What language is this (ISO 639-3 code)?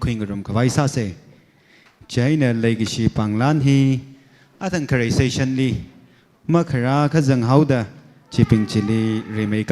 nmf